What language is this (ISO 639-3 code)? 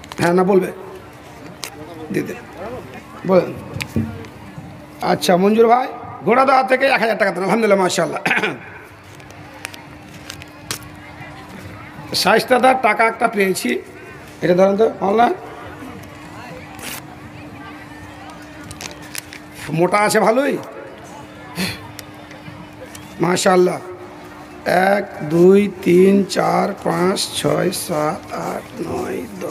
ben